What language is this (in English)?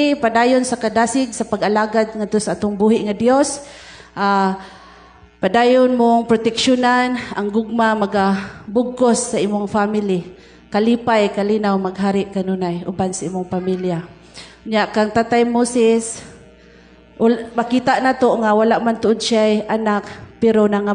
Cebuano